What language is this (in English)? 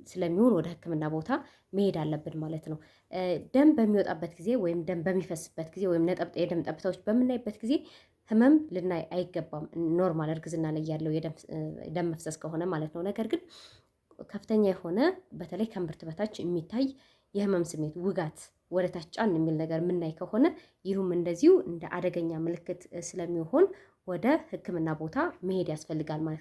Amharic